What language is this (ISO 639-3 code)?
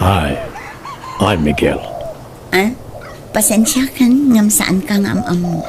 ilo